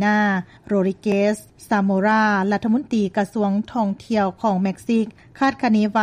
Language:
Lao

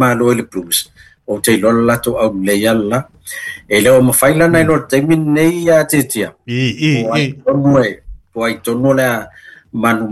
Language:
Samoan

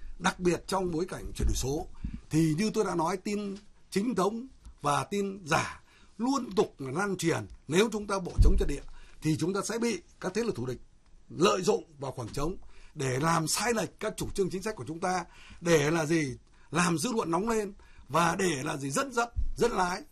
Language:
Vietnamese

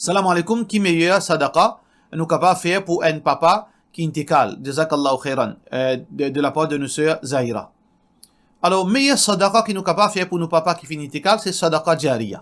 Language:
Morisyen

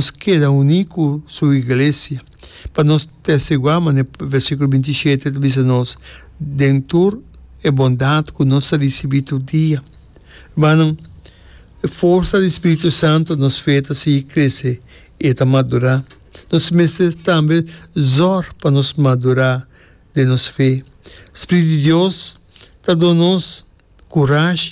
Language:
Papiamento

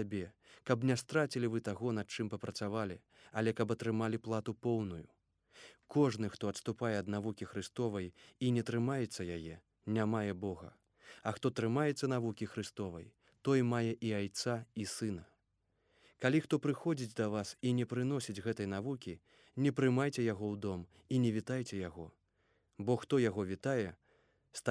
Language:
Belarusian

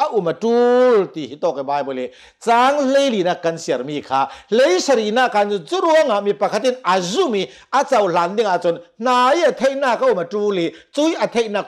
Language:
Hakha Chin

